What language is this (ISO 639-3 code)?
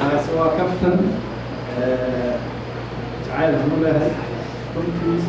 som